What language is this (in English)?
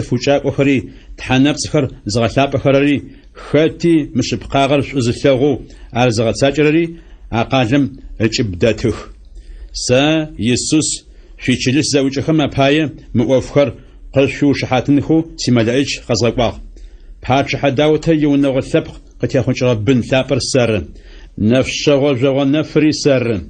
Adyghe